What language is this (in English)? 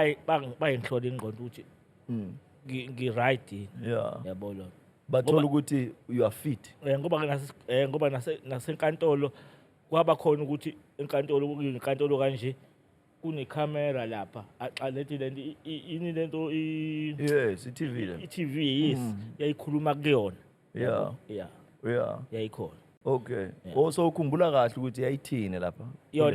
Zulu